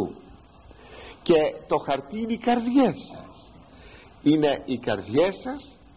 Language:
Greek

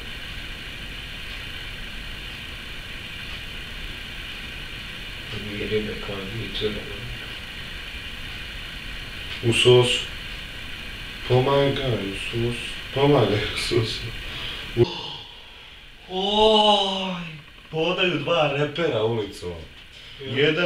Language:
Bosnian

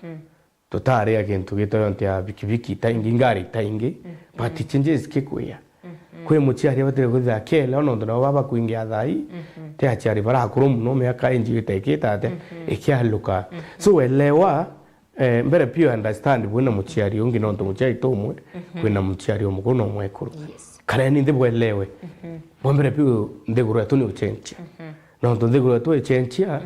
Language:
Meru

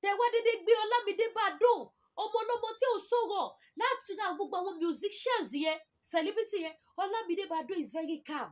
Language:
Yoruba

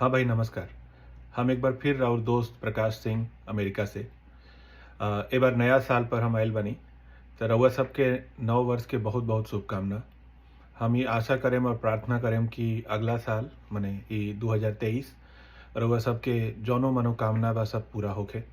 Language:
Bhojpuri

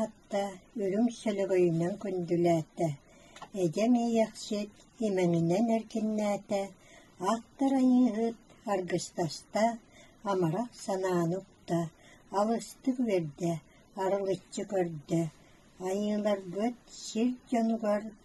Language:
Yakut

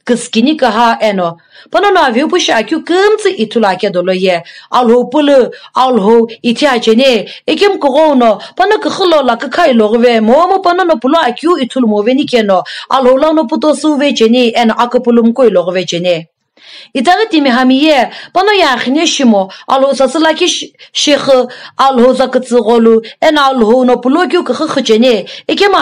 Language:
Sumi Naga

